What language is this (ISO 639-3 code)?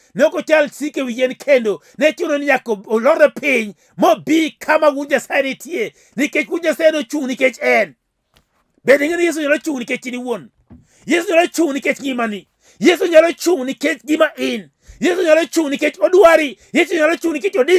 luo